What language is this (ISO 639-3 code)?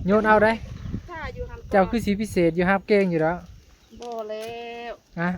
tts